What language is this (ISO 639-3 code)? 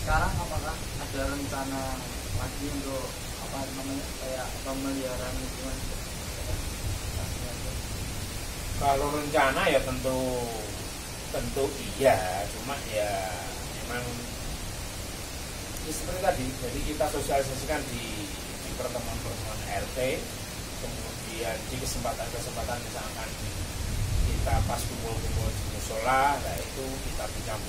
ind